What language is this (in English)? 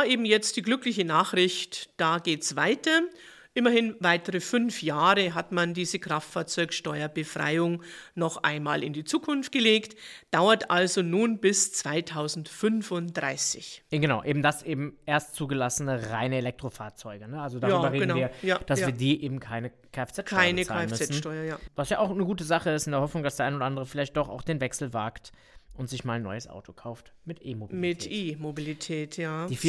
German